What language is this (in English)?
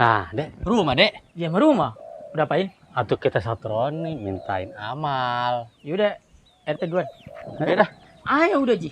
Betawi